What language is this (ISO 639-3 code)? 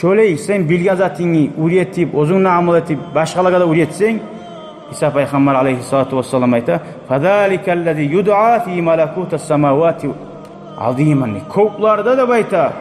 kum